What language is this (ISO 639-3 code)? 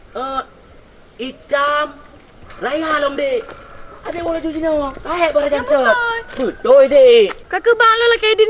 ace